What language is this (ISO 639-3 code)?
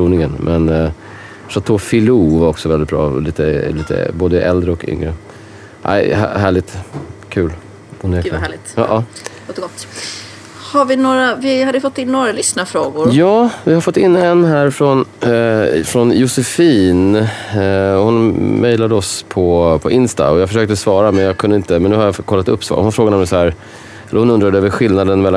swe